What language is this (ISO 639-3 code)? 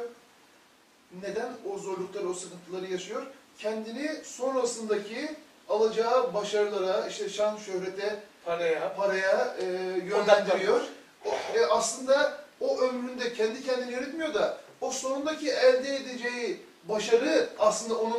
tur